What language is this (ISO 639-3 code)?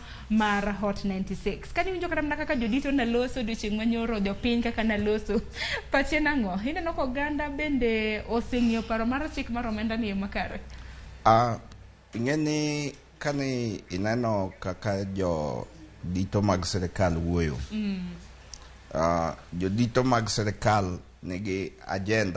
luo